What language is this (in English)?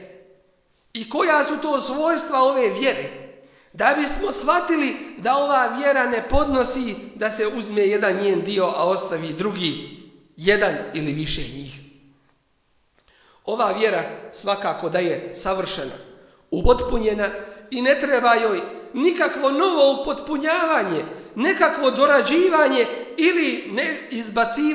Bosnian